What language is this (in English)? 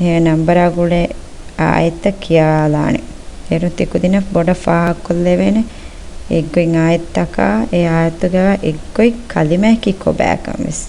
Divehi